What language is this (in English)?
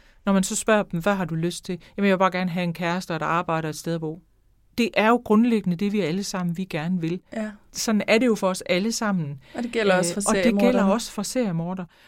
Danish